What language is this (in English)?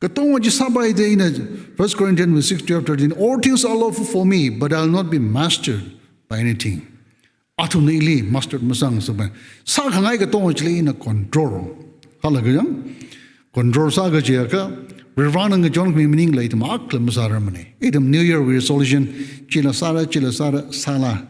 Tangkhul Naga (India)